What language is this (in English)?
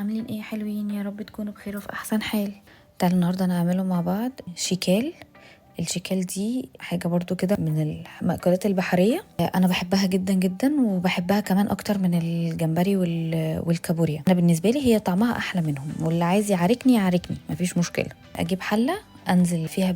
Egyptian Arabic